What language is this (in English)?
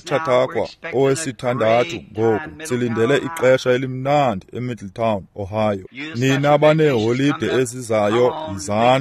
Xhosa